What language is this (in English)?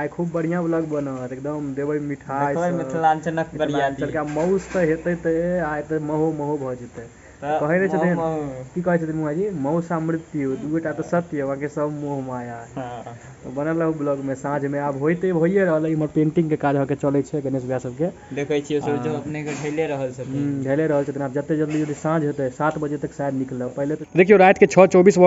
Maithili